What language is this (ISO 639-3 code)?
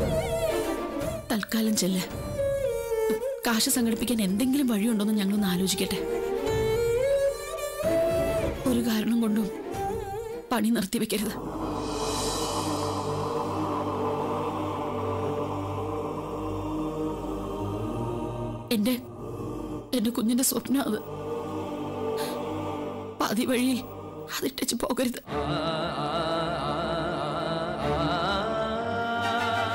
mal